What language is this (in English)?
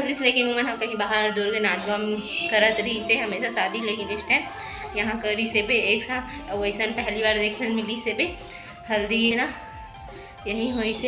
Chhattisgarhi